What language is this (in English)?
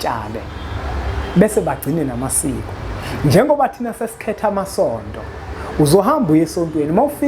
Zulu